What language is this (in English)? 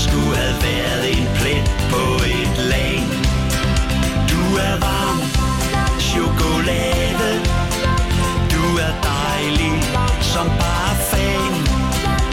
Danish